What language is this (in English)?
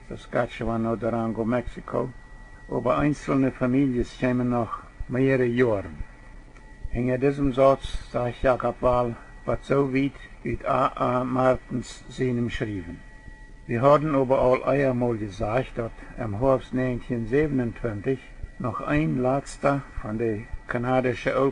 Plautdietsch